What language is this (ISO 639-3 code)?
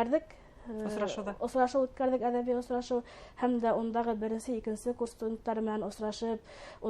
bak